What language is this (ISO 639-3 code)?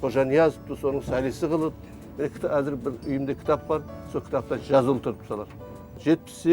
kaa